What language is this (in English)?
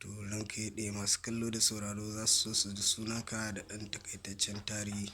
Hausa